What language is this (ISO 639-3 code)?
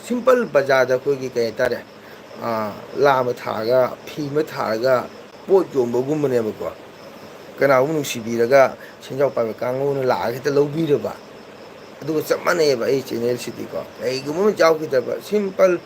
mni